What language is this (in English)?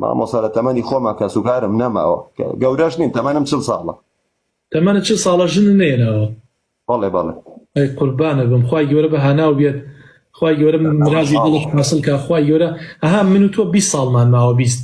Central Kurdish